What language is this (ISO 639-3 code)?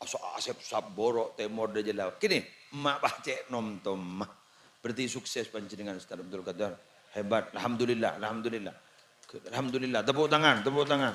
mad